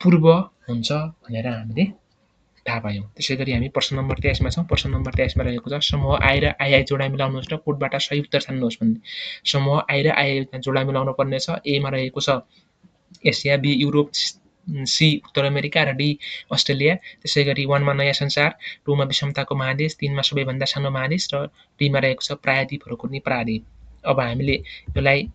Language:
Nepali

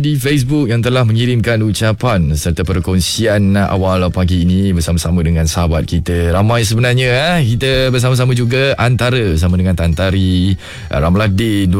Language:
Malay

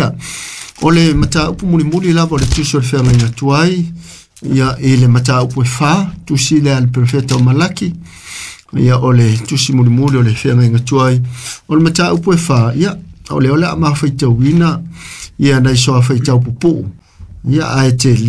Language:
Samoan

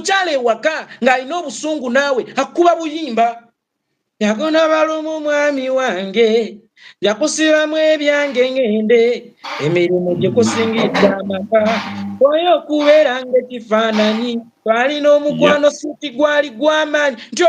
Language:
Ganda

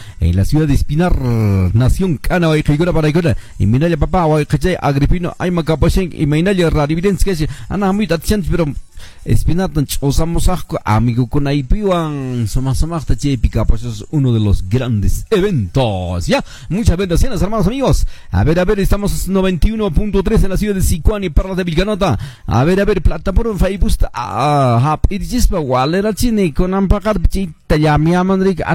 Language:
Quechua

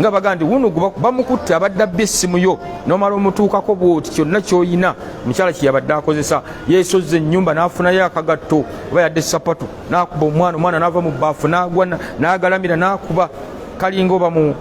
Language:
Ganda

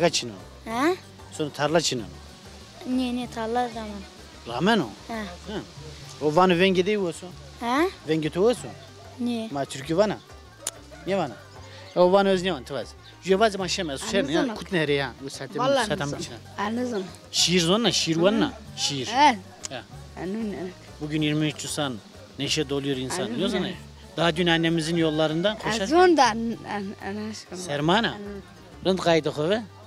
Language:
Zaza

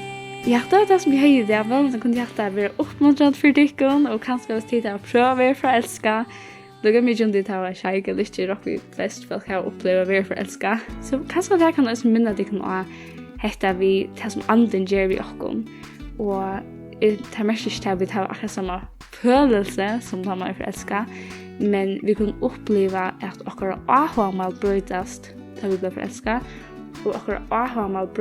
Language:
Faroese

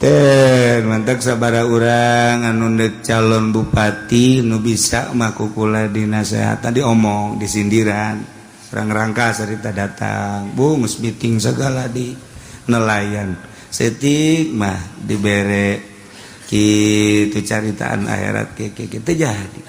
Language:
Sundanese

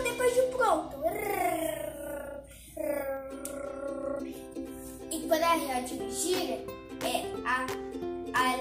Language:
Portuguese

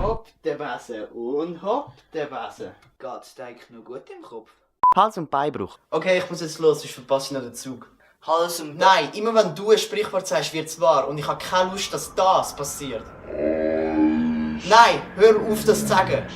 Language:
Swiss German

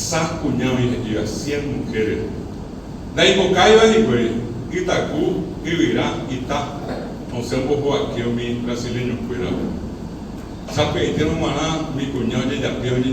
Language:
Guarani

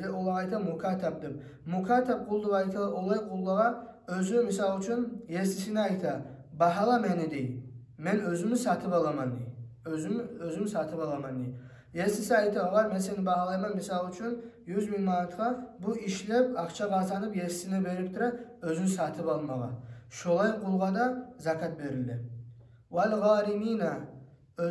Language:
Kumyk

